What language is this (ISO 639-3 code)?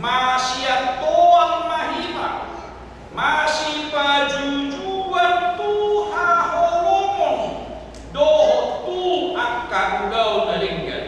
bbc